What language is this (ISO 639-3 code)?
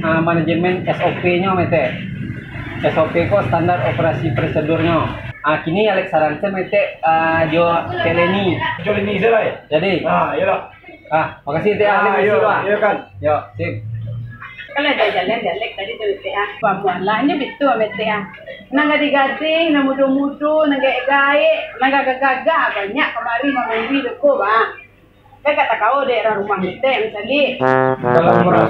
min